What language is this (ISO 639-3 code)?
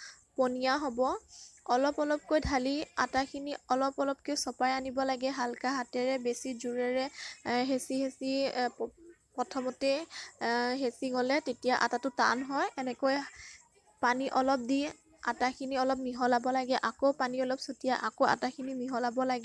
asm